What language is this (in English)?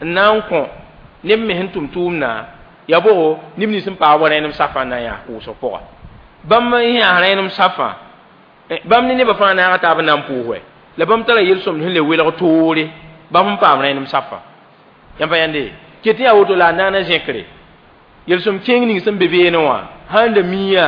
Mossi